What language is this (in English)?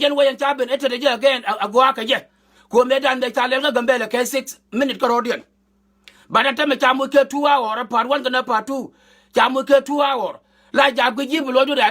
Nuer